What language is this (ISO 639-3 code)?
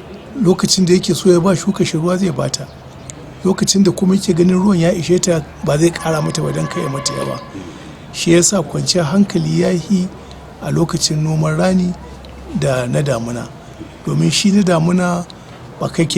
hau